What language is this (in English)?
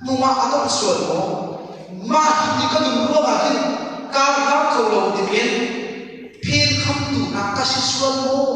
Hakha Chin